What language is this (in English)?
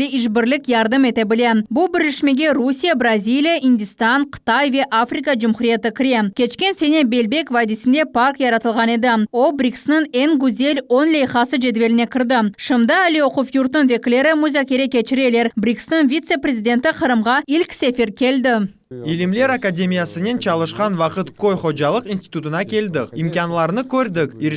Crimean Tatar